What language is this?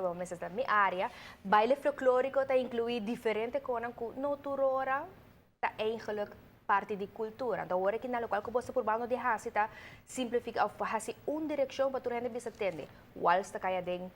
Papiamento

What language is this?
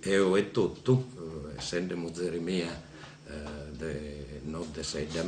Sardinian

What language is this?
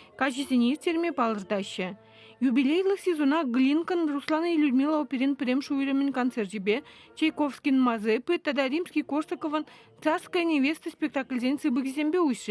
Chuvash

